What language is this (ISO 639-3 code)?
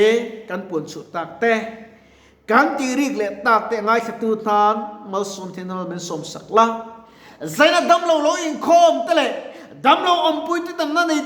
lus